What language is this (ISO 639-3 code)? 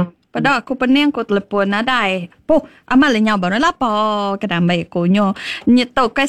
iba